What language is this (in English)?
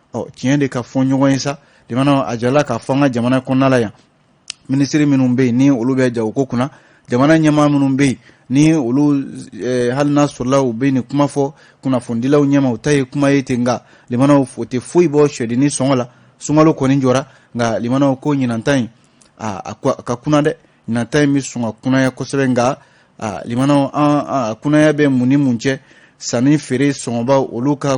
Bambara